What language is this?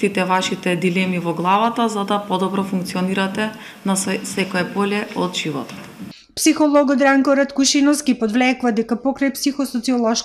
Macedonian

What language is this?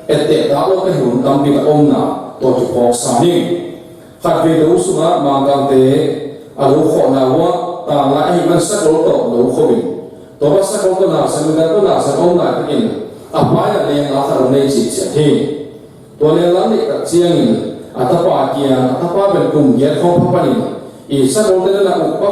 Tedim Chin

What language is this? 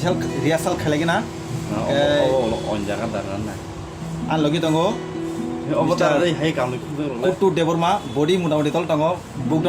Kok Borok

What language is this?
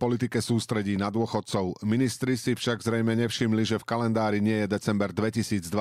Slovak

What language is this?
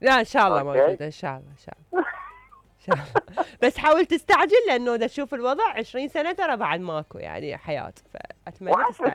Mesopotamian Arabic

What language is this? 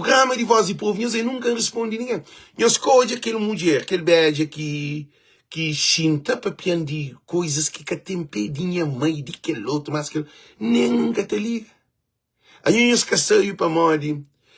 Kabuverdianu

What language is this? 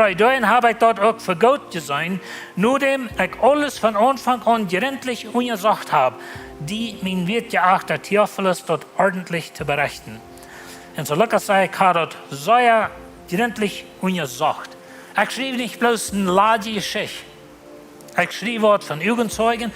Plautdietsch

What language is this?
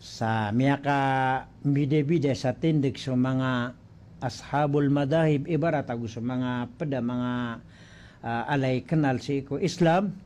Maranao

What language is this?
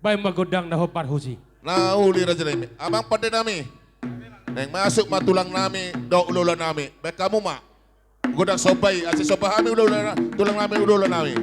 Batak Toba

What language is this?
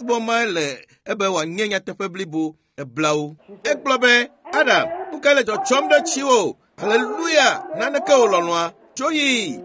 Ewe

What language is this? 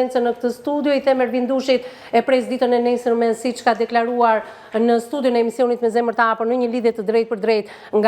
Albanian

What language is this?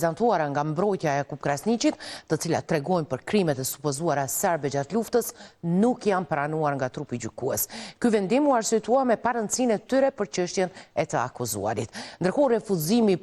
Albanian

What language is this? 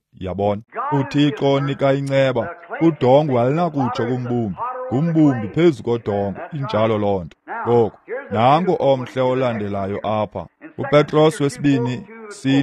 Xhosa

